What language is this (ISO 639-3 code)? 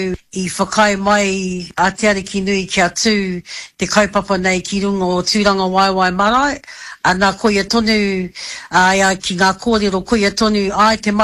mri